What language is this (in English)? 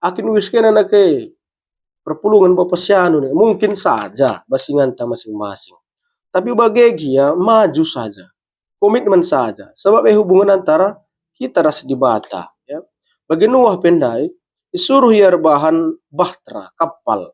Batak Karo